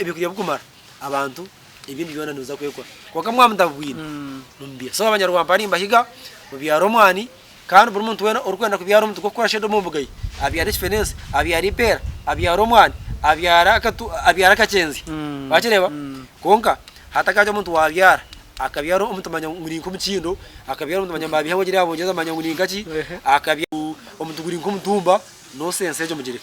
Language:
Nyankole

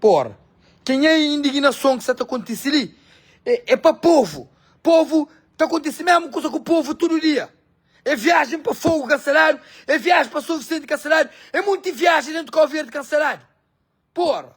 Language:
Kabuverdianu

